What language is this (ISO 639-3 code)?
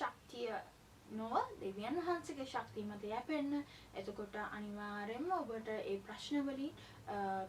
sin